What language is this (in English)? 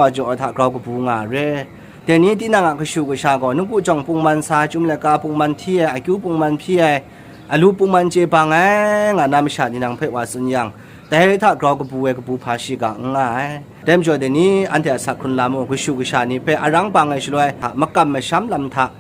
Kachin